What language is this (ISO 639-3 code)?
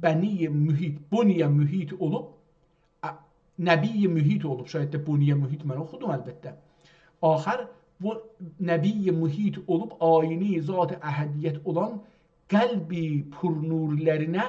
azb